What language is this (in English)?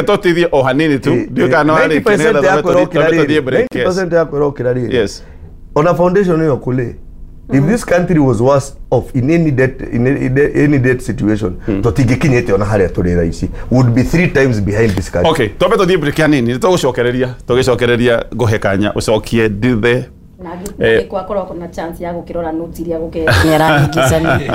Kikuyu